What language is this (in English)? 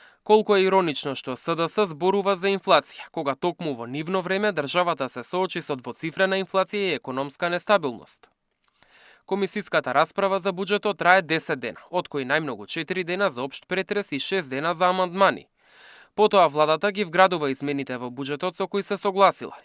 Macedonian